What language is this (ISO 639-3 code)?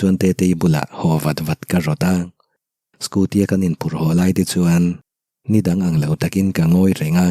lus